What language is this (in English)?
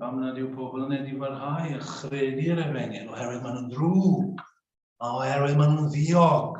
Welsh